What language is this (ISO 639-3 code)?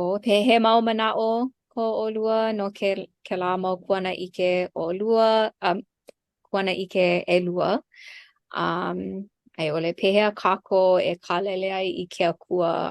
haw